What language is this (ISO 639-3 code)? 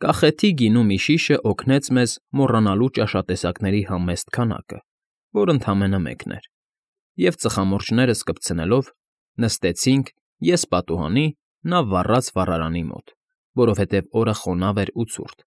hye